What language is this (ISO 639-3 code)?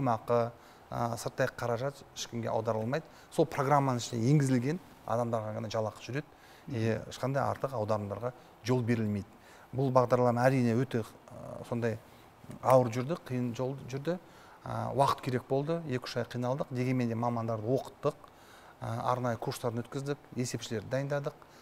kaz